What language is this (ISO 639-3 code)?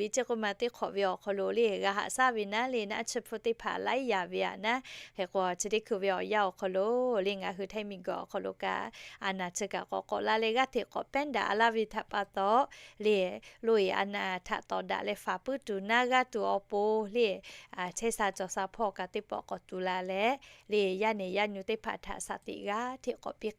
lhu